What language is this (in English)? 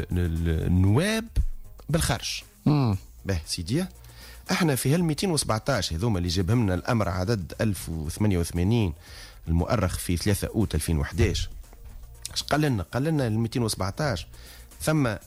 Tunisian Arabic